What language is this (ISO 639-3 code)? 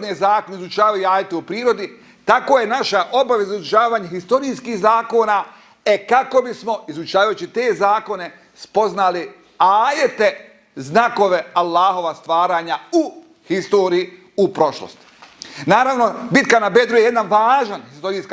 bos